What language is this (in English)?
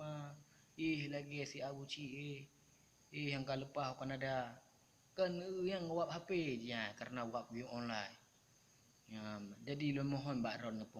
Achinese